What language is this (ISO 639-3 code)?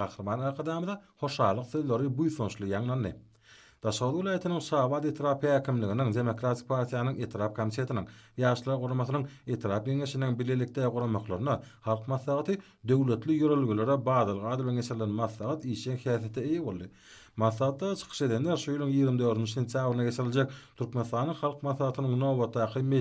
tuk